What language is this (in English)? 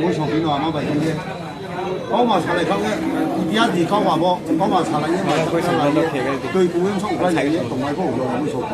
Riang (India)